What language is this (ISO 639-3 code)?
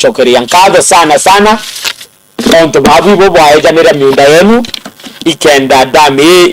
mer